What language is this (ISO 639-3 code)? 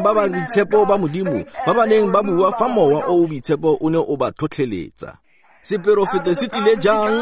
tsn